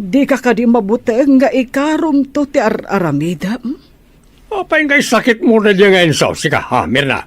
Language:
Iloko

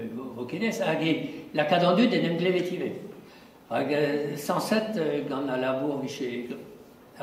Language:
Breton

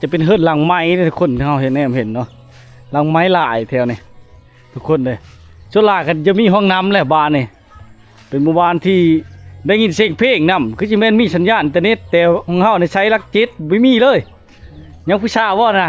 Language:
Lao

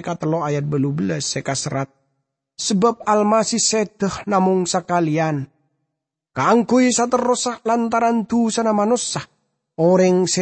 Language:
Madurese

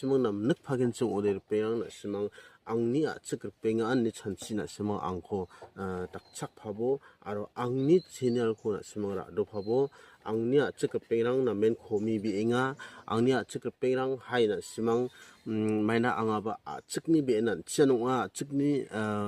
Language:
Garo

